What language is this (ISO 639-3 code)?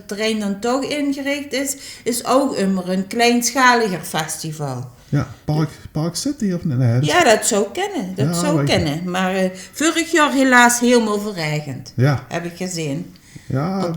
lim